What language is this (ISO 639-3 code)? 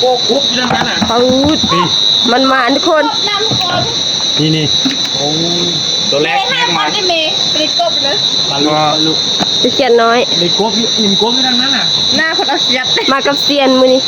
tts